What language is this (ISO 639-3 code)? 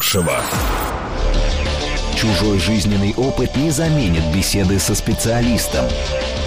rus